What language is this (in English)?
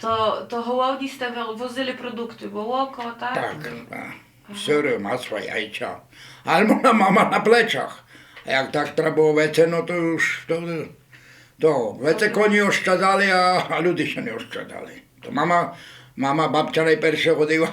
Rusyn